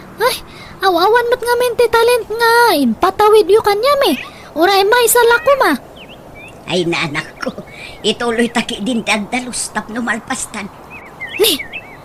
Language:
Iloko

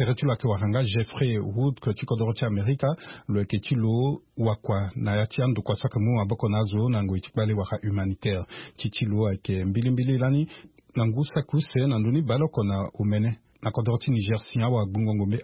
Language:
Sango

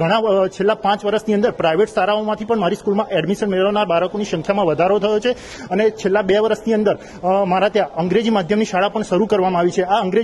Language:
Gujarati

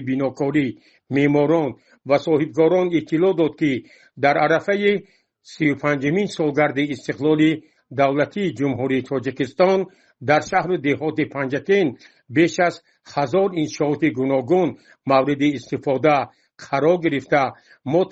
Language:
Tajik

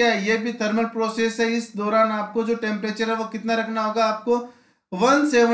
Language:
Hindi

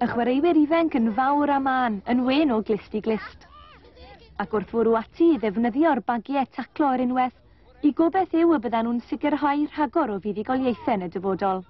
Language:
Welsh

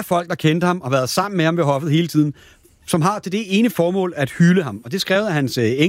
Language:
Danish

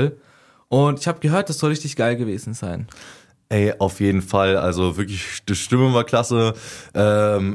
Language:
German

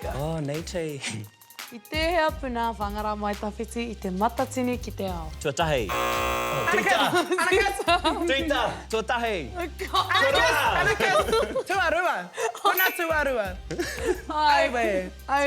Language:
Māori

